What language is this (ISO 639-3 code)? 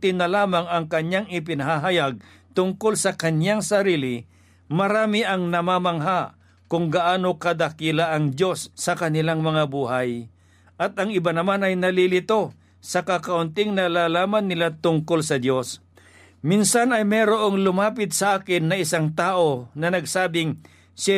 fil